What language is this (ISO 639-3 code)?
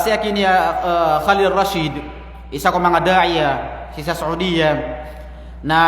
mrw